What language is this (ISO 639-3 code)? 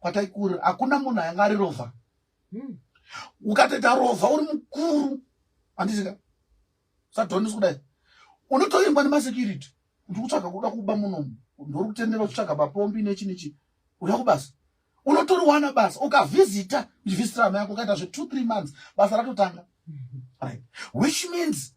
sna